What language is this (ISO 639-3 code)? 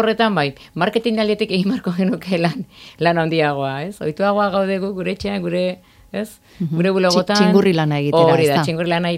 eus